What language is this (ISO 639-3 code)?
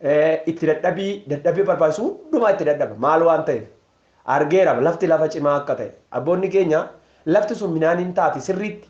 orm